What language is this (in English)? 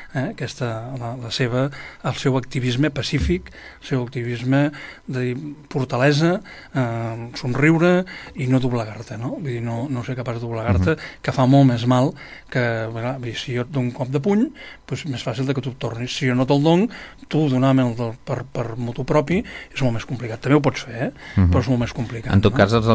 Catalan